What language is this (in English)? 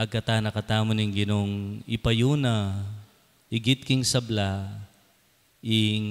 Pampanga